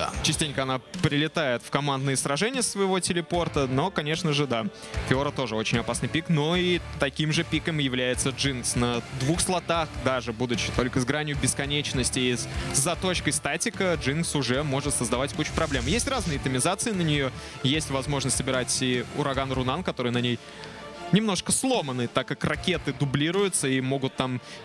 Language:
Russian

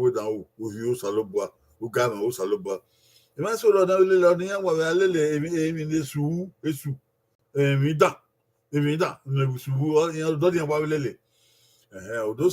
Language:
Bini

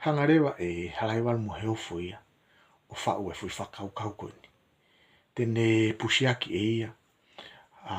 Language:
Tongan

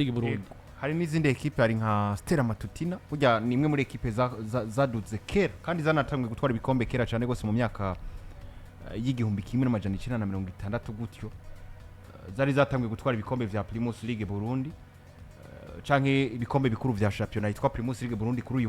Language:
Rundi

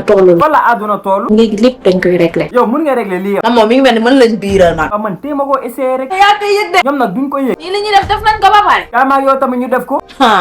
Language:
Wolof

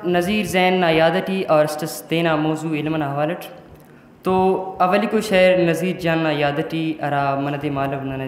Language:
Brahui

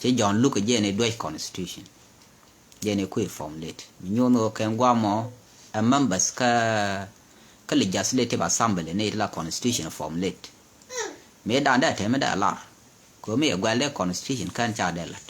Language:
Nuer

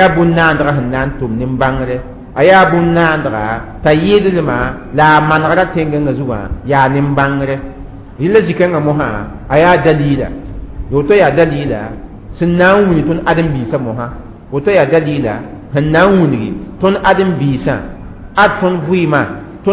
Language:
Mossi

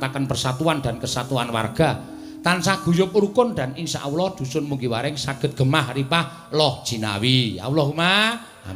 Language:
Javanese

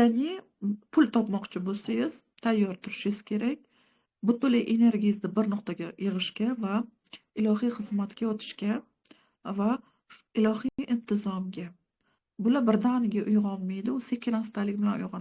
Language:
Uzbek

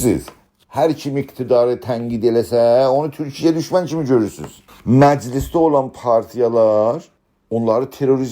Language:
South Azerbaijani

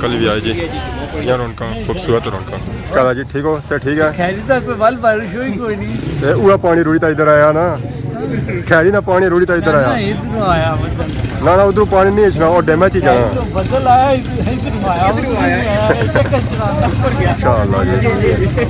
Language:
Pahari-Potwari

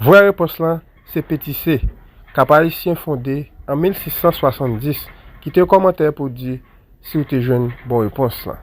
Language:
Haitian Creole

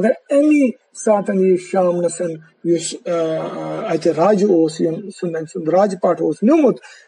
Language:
Kashmiri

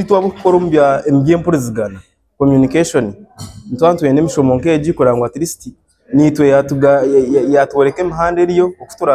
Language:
Nyankole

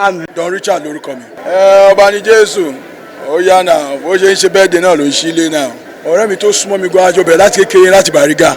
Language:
Yoruba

